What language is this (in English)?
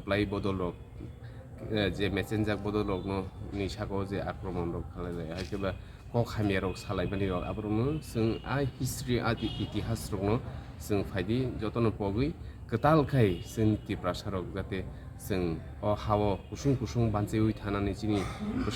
Kok Borok